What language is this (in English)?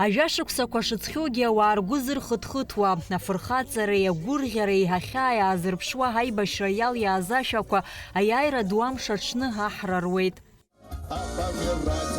Abkhazian